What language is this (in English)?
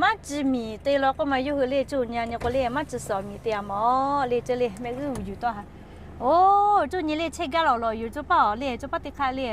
Lahu